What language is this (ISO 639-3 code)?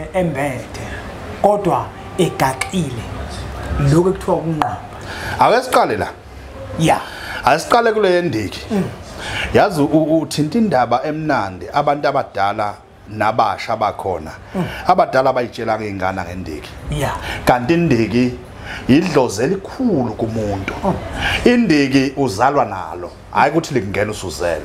zul